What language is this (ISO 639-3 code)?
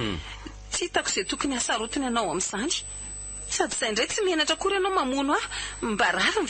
mlg